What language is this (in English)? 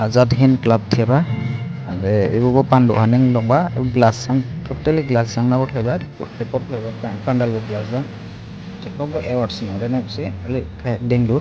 Dimasa